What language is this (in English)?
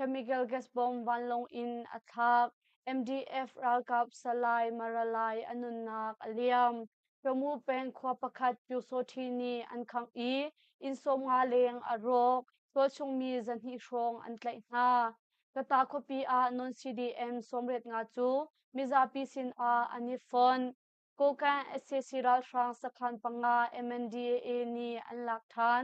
Hakha Chin